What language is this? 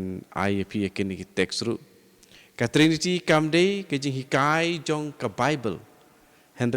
Khasi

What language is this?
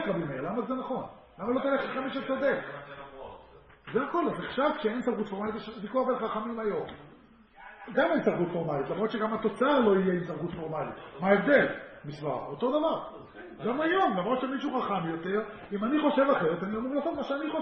Hebrew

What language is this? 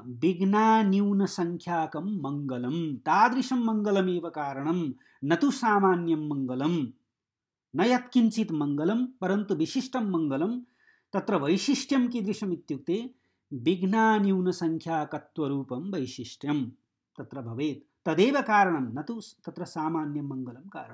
Sanskrit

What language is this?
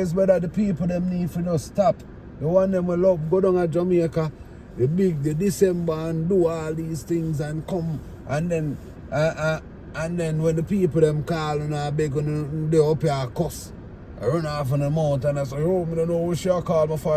Jamaican Creole English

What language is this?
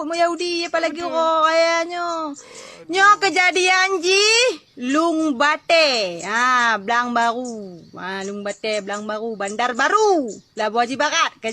Achinese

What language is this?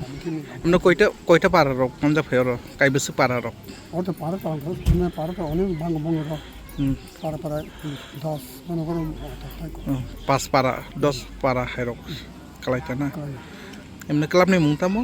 Kok Borok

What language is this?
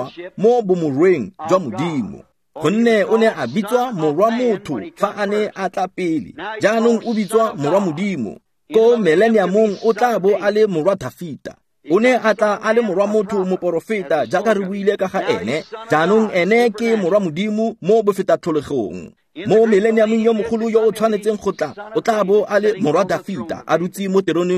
Tswana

